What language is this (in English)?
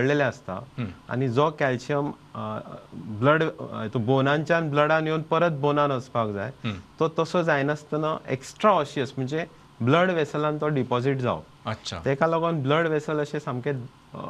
Konkani